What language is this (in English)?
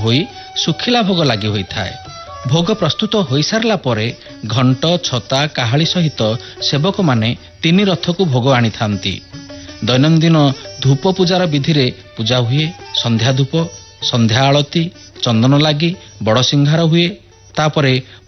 Odia